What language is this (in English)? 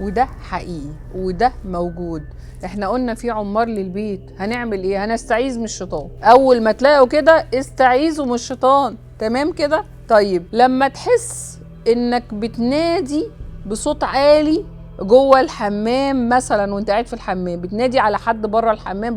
Egyptian Arabic